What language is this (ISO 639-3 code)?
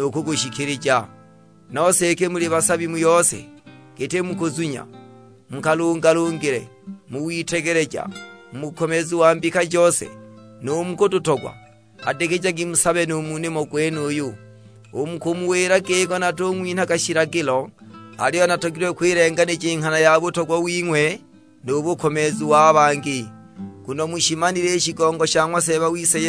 suk